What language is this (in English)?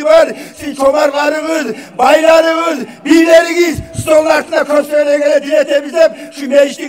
Kumyk